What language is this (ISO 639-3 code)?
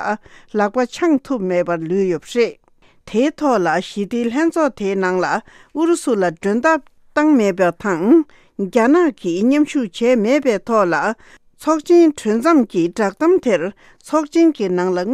bod